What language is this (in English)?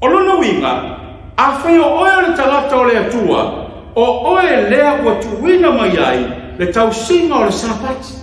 Samoan